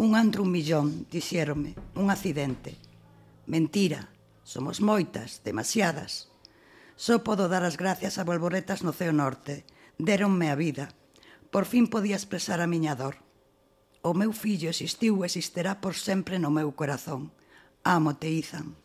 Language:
Galician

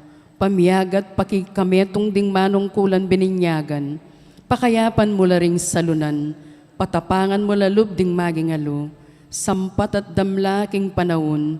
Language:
Pampanga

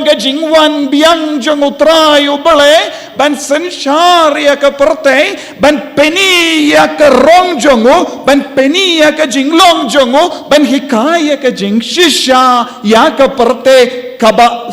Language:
Khasi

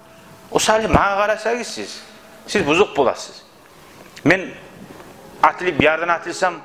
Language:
Kumyk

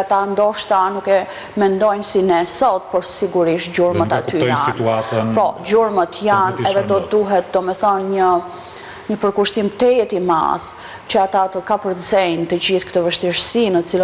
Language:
Albanian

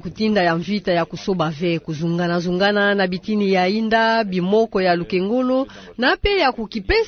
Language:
Kituba (Democratic Republic of Congo)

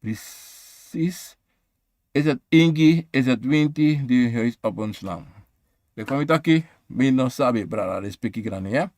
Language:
Sranan Tongo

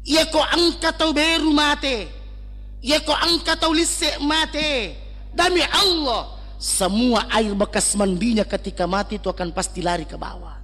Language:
Buginese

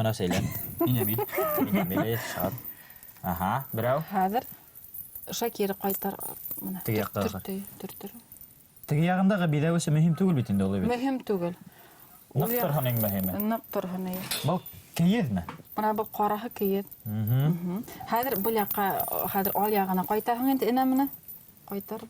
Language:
Bashkir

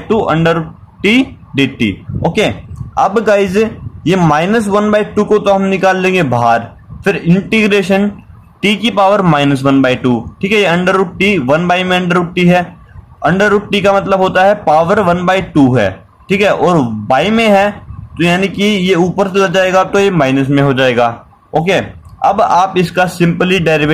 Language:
Hindi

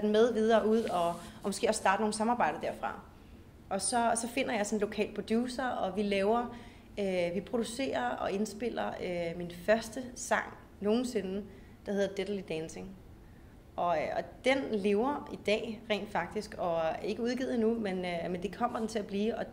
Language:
Danish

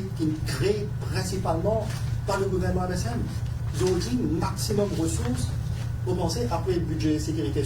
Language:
Morisyen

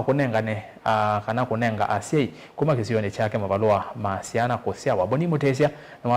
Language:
Kamba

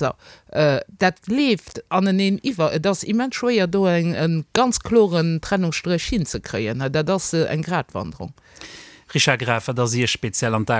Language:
Luxembourgish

